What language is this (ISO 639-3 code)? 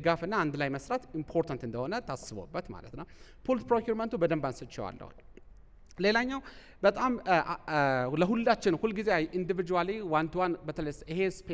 amh